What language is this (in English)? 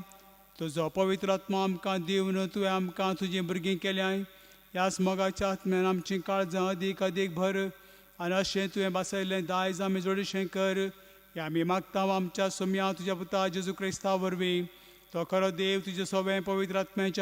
Konkani